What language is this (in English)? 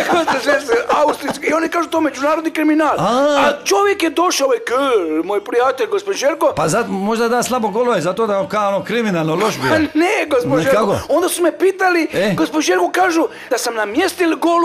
Croatian